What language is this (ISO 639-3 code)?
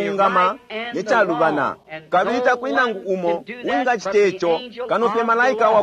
bem